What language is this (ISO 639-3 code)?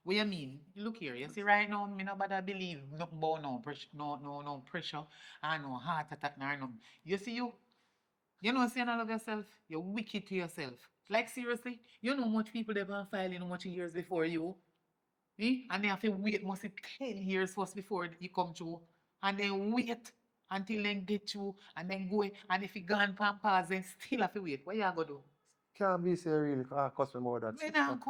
jam